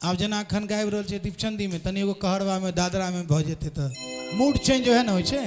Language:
Maithili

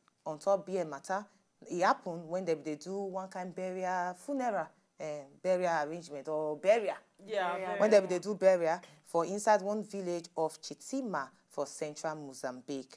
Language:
Nigerian Pidgin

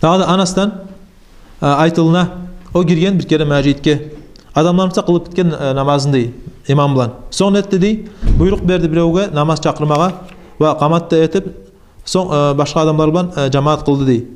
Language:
Kumyk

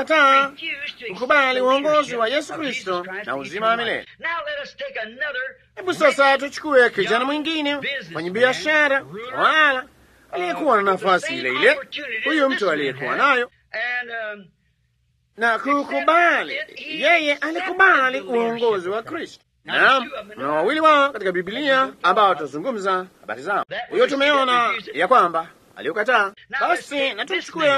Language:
Swahili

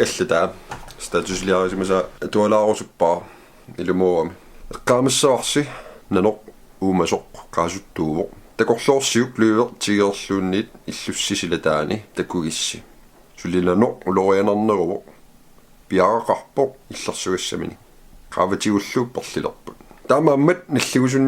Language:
Kalaallisut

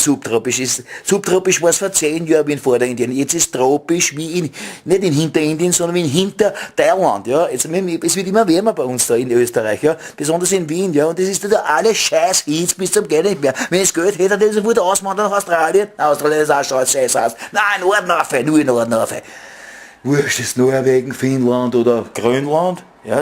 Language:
Bavarian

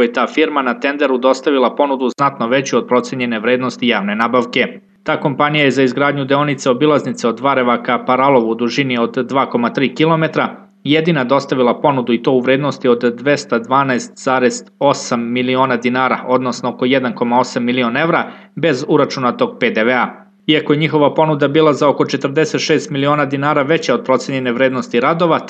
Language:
Serbian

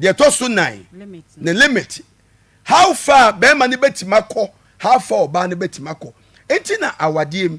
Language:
Akan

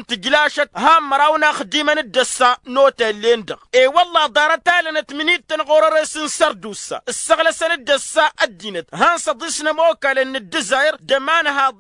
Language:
Tamasheq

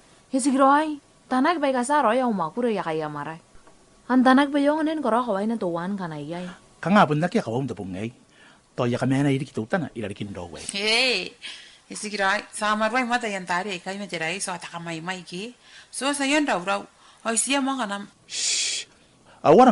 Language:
Gilbertese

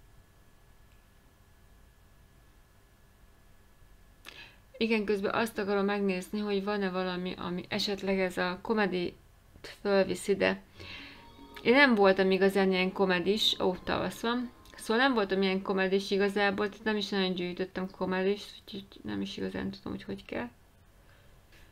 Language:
Hungarian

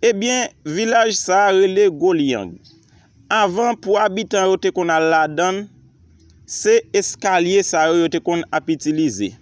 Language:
Haitian Creole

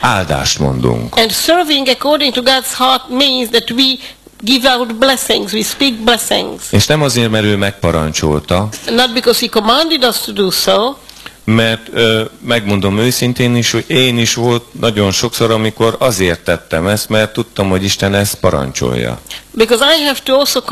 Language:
Hungarian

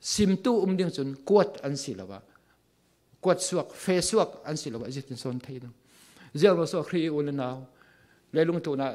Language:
Falam Chin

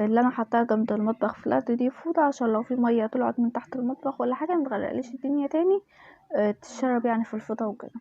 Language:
Egyptian Arabic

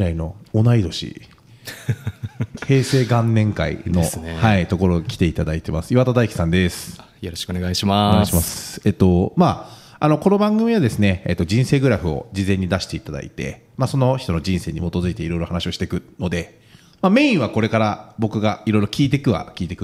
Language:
Japanese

